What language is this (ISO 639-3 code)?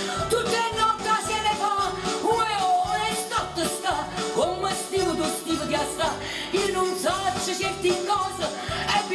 nap